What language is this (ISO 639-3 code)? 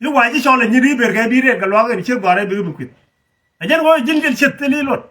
nus